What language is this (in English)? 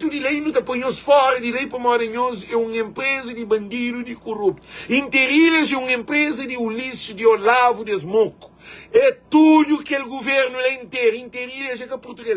Kabuverdianu